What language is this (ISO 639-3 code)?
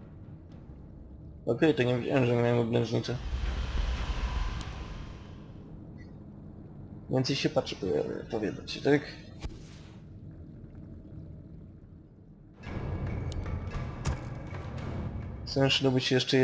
pol